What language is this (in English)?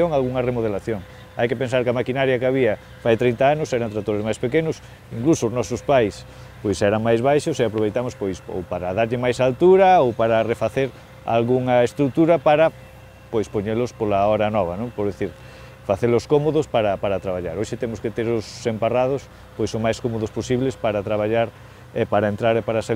Galician